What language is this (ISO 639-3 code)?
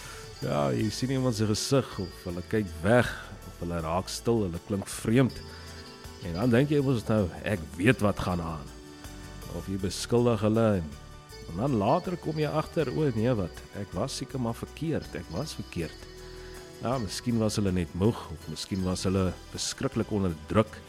afr